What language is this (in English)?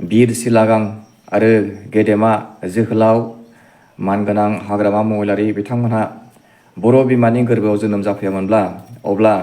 Bodo